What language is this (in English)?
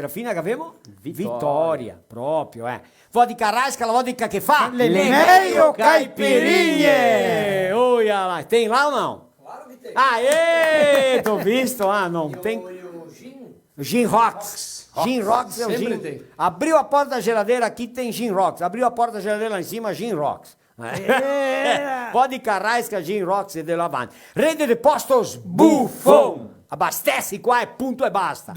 Venetian